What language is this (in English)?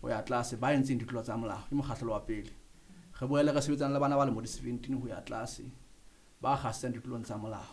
Southern Sotho